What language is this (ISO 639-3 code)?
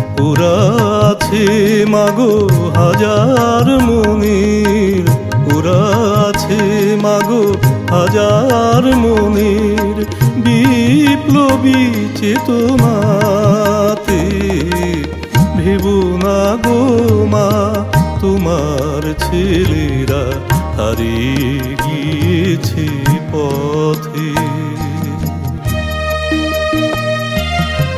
ben